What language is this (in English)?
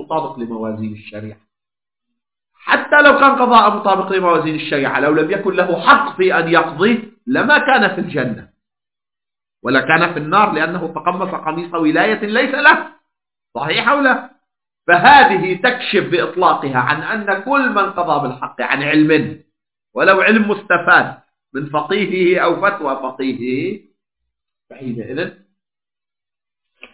Arabic